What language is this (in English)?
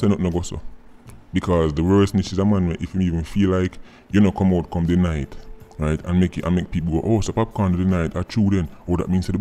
Jamaican Creole English